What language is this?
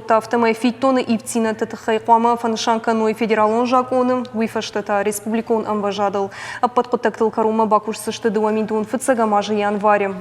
Ossetic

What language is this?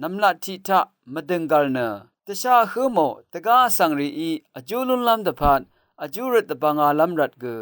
Rawang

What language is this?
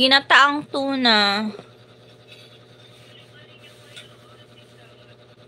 Filipino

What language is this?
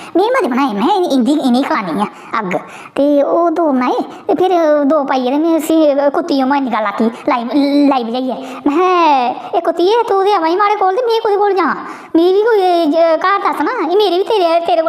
Dogri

